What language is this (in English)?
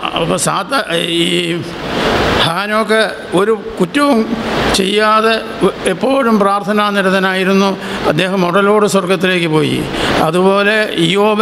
Malayalam